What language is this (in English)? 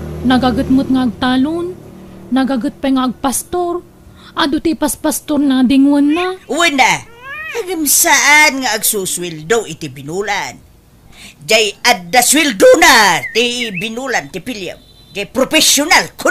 Iloko